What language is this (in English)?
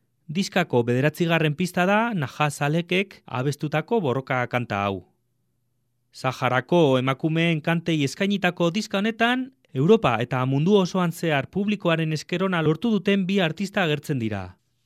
Basque